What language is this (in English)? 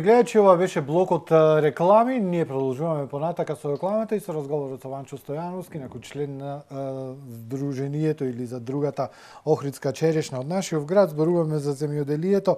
Macedonian